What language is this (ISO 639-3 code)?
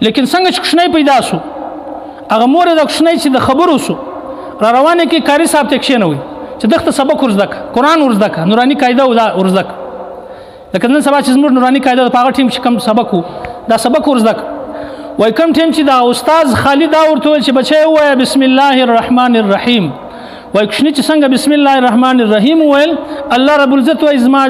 pus